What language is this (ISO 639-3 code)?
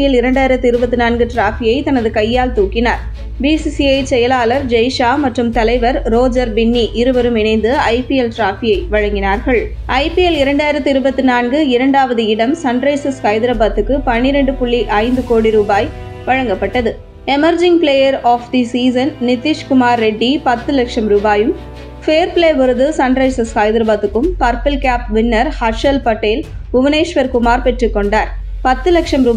tam